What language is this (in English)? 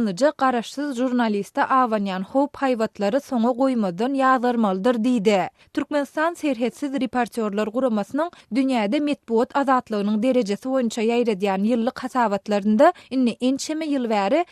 Turkmen